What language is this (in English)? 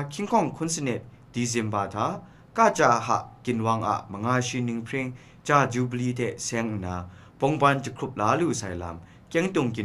Kachin